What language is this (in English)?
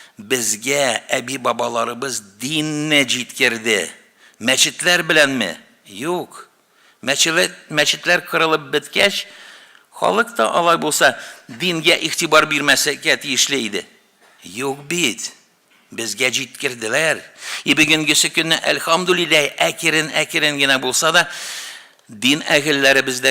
Tatar